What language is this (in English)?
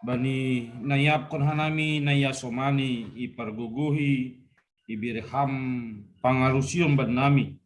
Batak Simalungun